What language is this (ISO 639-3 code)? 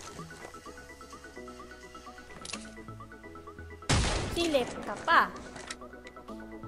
fil